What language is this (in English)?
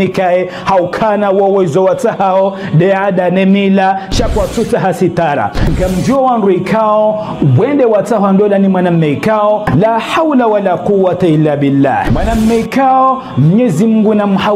Ngazidja Comorian